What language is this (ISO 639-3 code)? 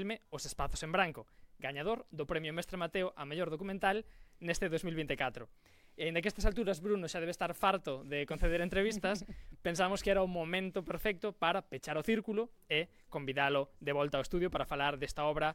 glg